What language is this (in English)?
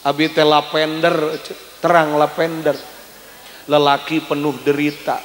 Sundanese